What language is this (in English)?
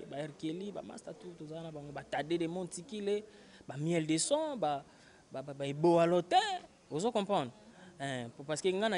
Lingala